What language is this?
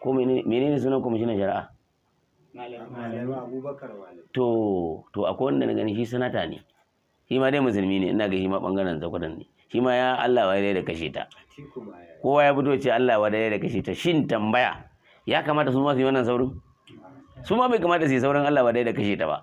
Hausa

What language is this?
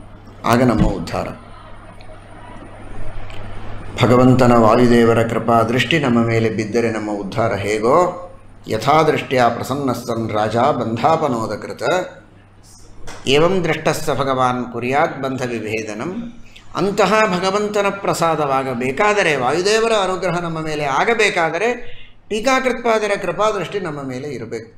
Kannada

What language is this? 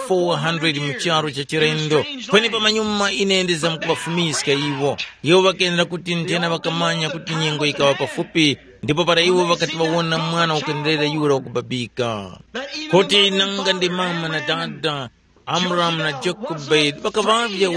Tumbuka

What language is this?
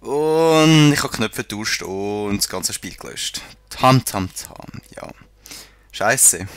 Swiss German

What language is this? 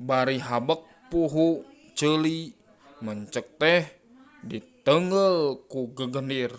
Sundanese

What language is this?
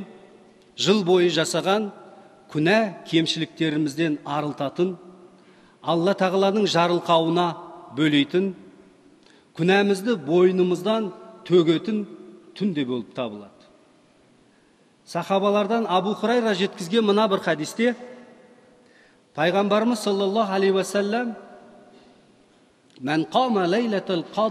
Kazakh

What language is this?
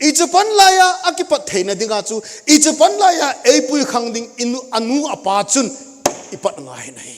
Thado Chin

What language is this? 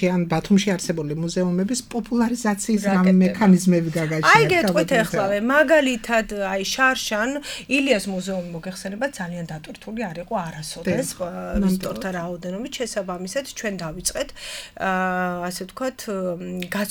Georgian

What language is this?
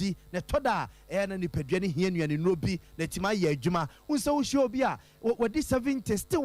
Akan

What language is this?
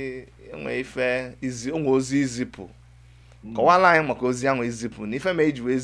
Igbo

